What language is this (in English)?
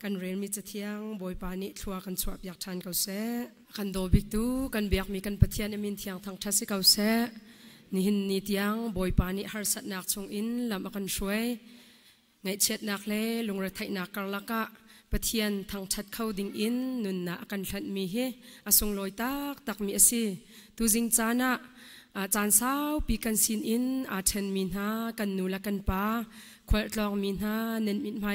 Hakha Chin